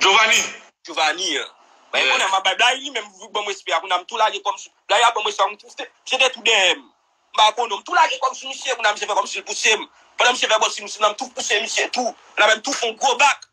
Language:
Haitian Creole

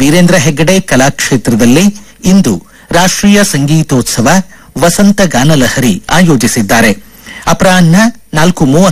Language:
Kannada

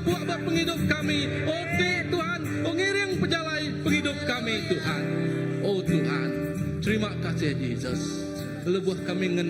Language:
Iban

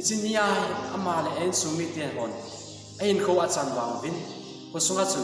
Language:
Thado Chin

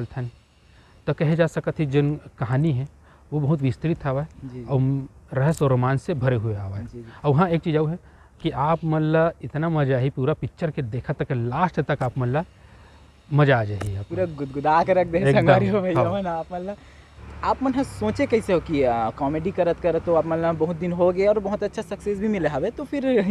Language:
Chhattisgarhi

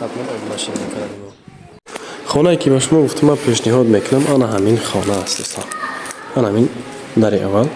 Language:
Tajik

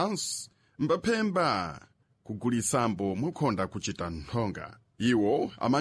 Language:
Sena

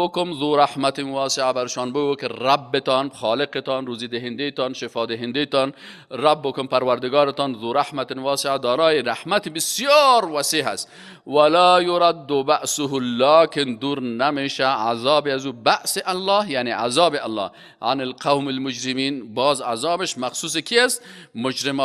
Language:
Persian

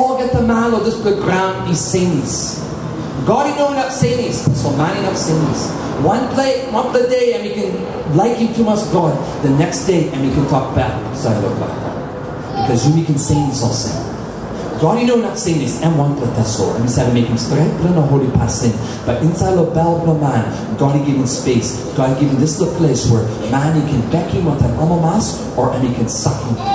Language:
Tok Pisin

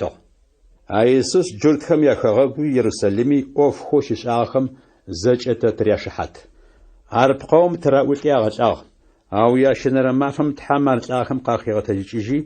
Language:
Adyghe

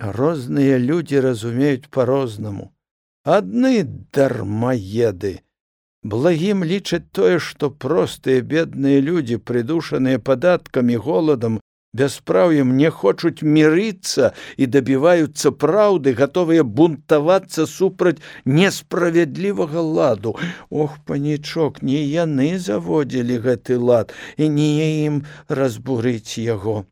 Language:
Belarusian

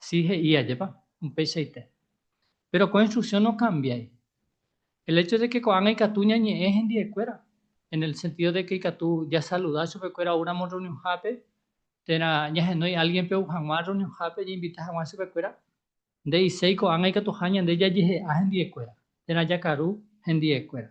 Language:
Guarani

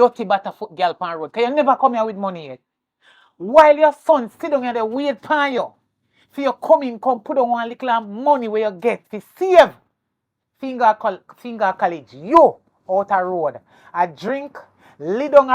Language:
Jamaican Creole English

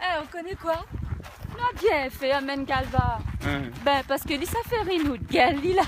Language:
Réunion Creole French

